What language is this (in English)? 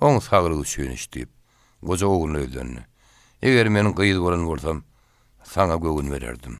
Turkmen